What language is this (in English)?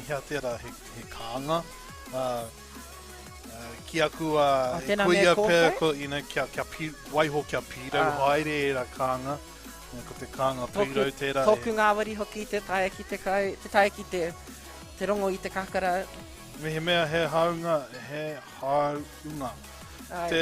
Māori